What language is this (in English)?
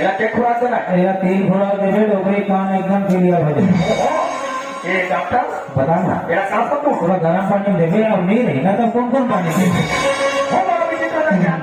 Chhattisgarhi